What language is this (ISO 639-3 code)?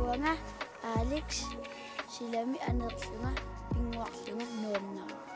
kal